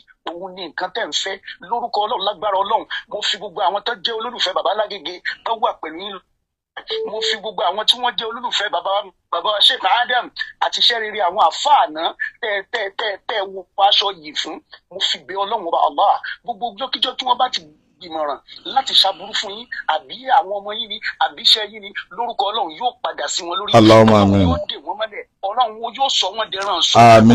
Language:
Yoruba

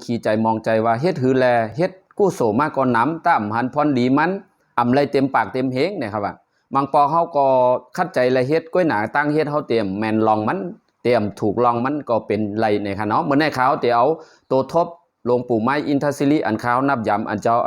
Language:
Shan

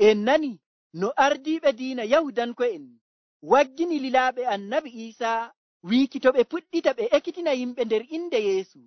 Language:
Nigerian Fulfulde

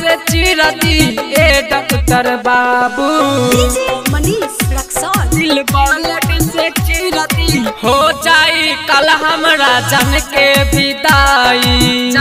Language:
Bhojpuri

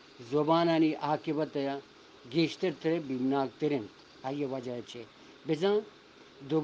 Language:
Eastern Balochi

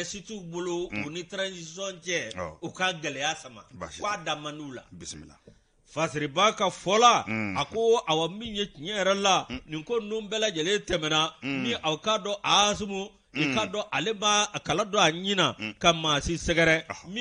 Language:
Bambara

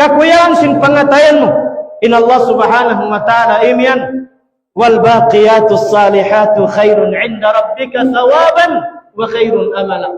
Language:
Tausug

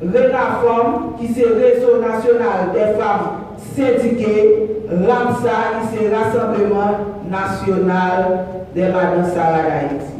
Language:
Haitian Creole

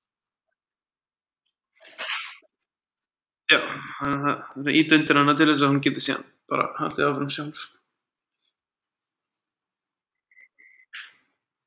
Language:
Icelandic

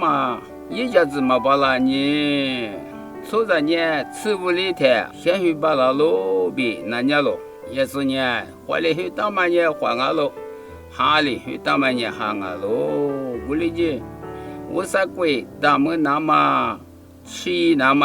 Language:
Lisu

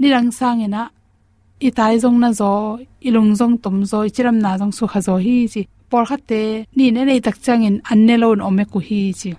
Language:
Tedim Chin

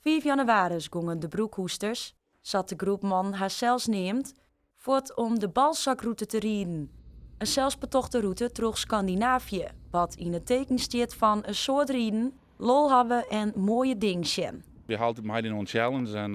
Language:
Western Frisian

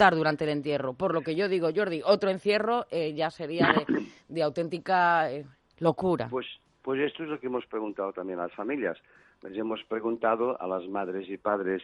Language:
Spanish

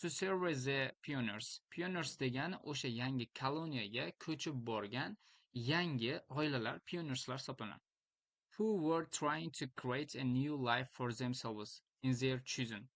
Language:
Uzbek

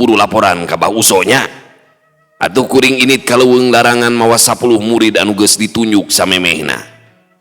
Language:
Sundanese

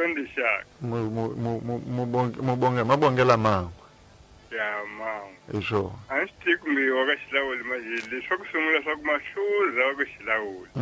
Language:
Tsonga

